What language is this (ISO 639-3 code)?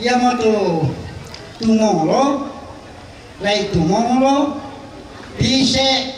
sda